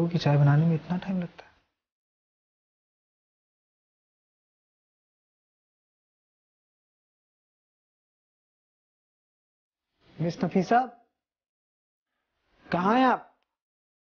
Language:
Hindi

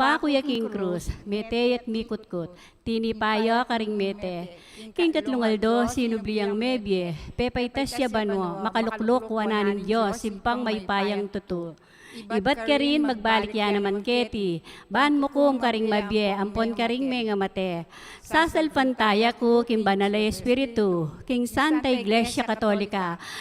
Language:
Pampanga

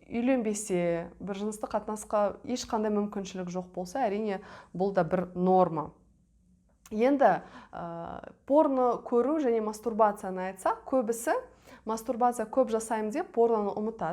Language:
Kazakh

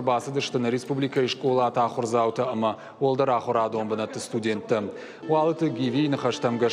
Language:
Ossetic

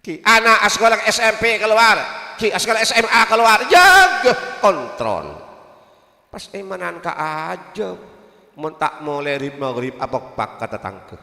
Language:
Madurese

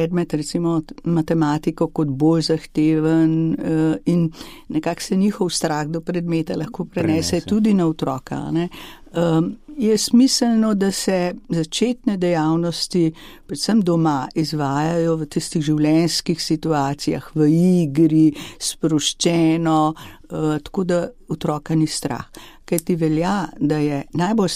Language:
Slovenian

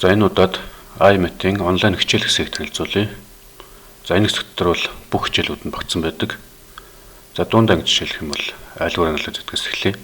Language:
Mongolian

